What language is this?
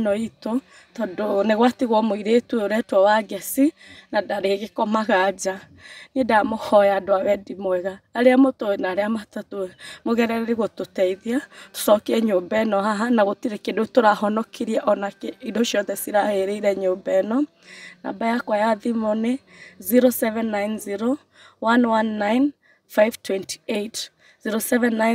Kikuyu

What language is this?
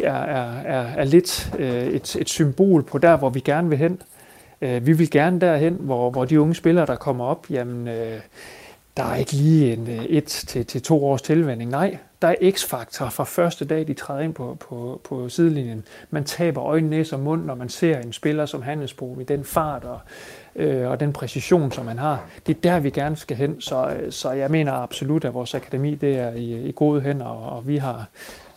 Danish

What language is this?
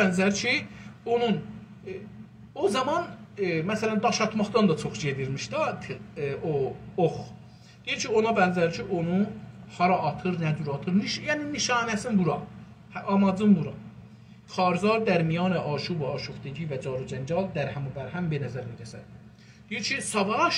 South Azerbaijani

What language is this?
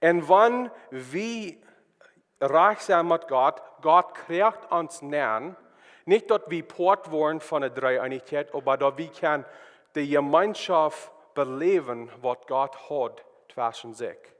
Plautdietsch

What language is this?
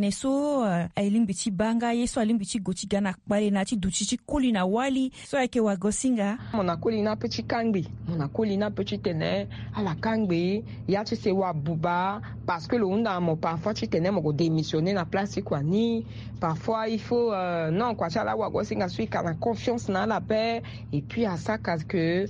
Sango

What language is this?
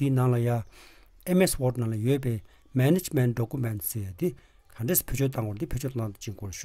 Tibetan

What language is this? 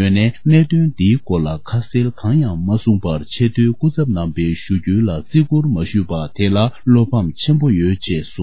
Tibetan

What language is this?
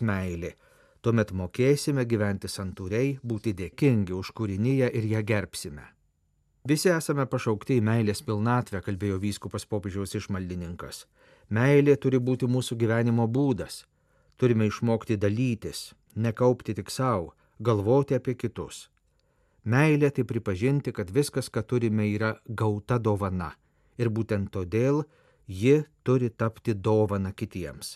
Lithuanian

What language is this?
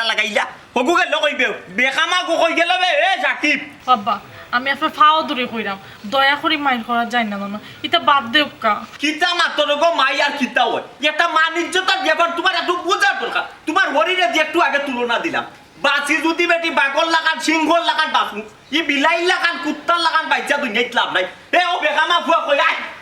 Sylheti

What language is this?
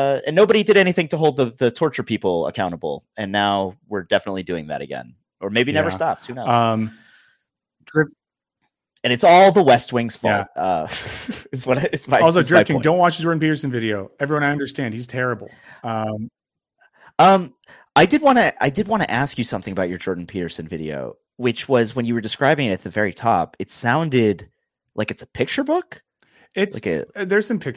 English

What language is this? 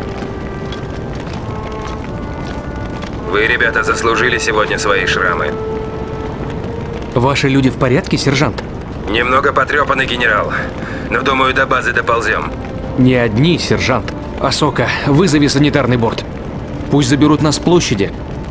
Russian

